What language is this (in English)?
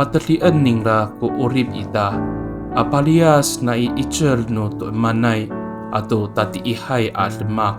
Amis